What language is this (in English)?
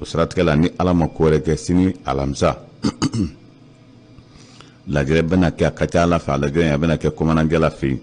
Bambara